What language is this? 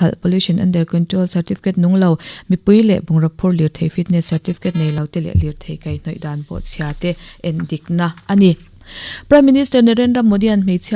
Mizo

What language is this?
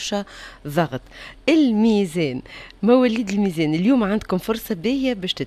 Tunisian Arabic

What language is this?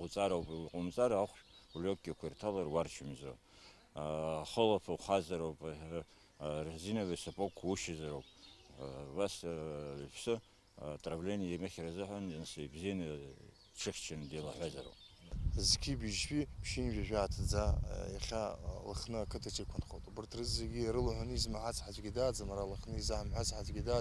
Abkhazian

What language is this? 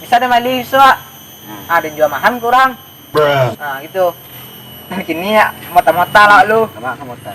Minangkabau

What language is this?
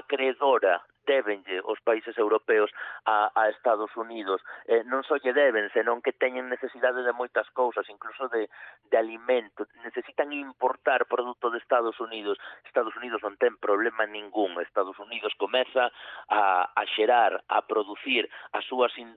Galician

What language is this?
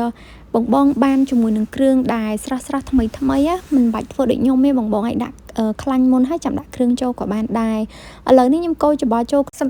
Khmer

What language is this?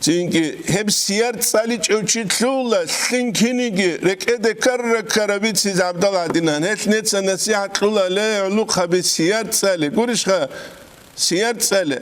Avaric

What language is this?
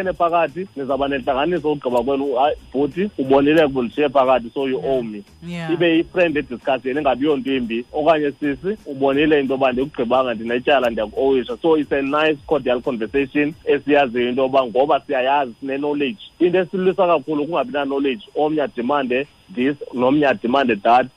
Xhosa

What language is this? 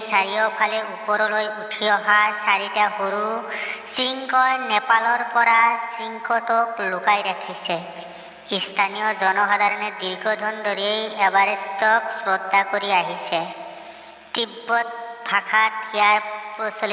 Assamese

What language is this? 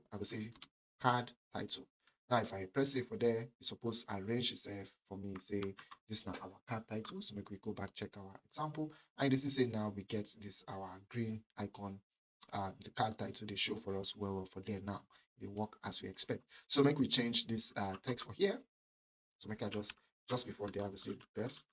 Nigerian Pidgin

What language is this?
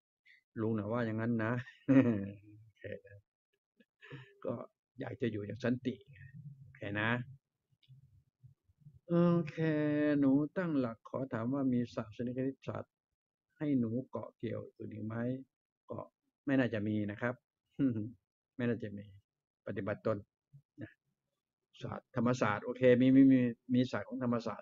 Thai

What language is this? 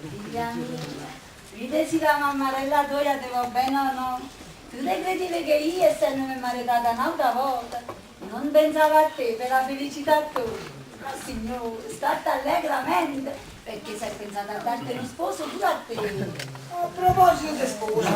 Neapolitan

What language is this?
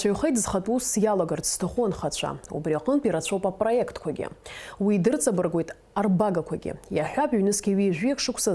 Abkhazian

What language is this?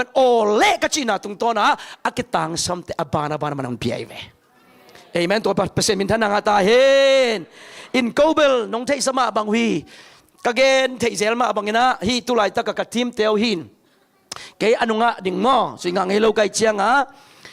Tedim Chin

